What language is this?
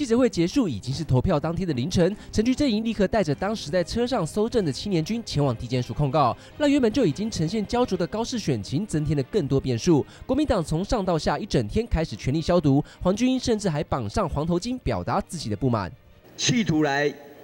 Chinese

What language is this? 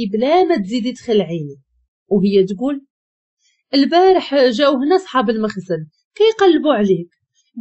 Moroccan Arabic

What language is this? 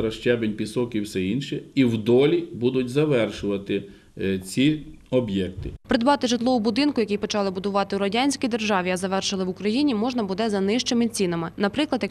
Ukrainian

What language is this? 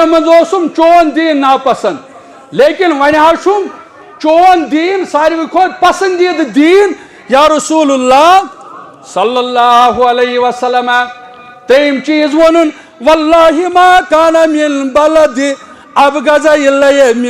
Kashmiri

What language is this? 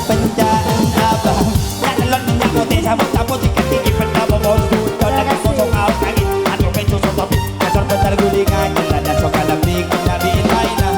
Madurese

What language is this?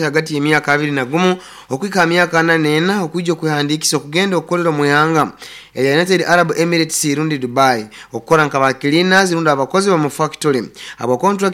Nyoro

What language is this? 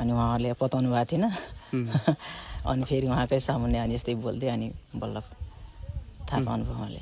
Nepali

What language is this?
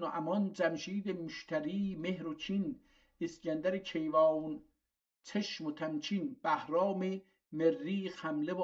South Azerbaijani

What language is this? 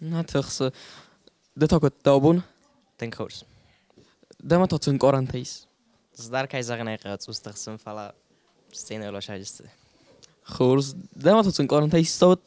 Ossetic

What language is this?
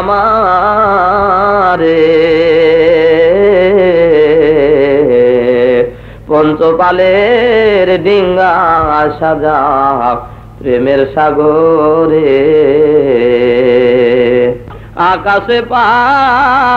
Bangla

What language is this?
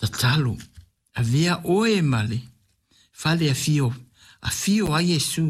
Samoan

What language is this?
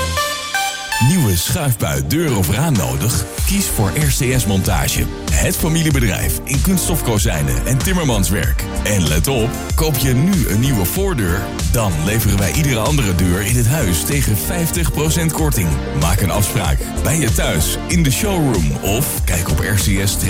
Dutch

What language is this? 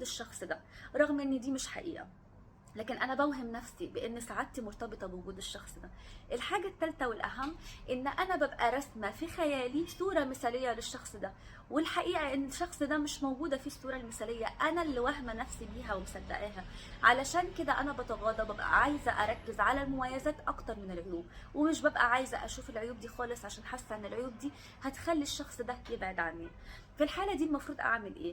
Egyptian Arabic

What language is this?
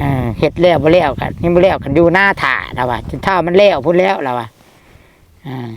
Northeastern Thai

